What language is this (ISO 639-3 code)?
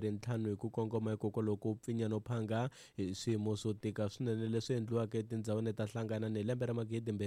tso